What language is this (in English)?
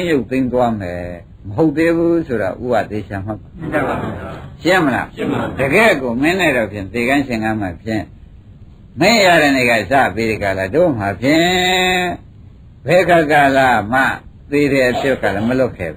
Burmese